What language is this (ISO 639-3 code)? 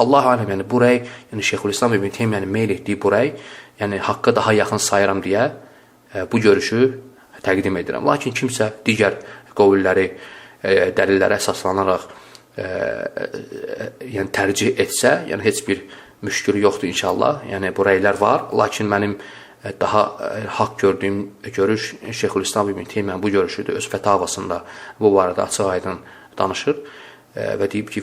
aze